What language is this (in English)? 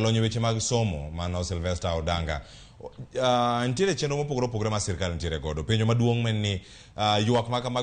Luo (Kenya and Tanzania)